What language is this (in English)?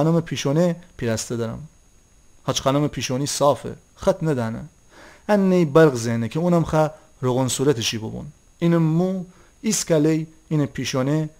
Gilaki